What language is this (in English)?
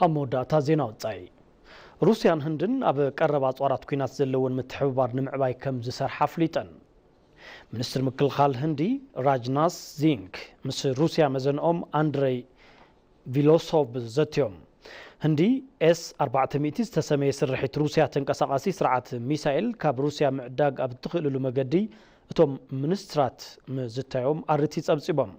Tigrinya